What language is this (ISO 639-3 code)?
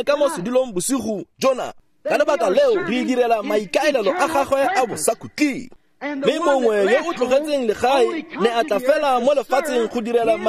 tsn